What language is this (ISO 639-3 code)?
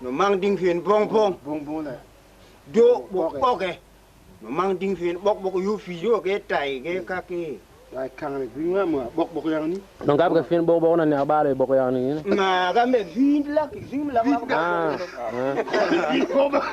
tui